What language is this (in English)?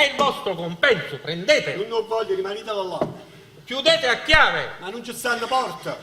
Neapolitan